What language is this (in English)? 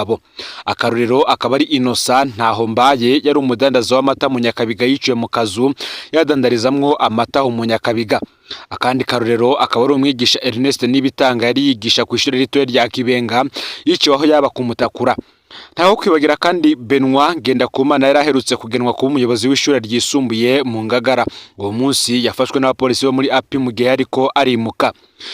Rundi